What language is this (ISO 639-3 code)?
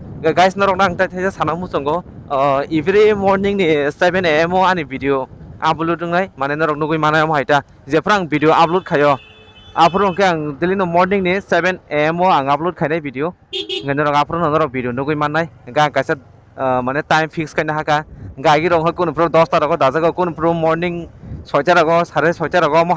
trp